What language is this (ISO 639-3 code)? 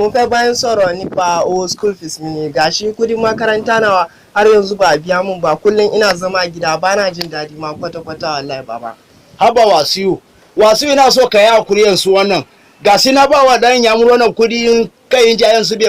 hau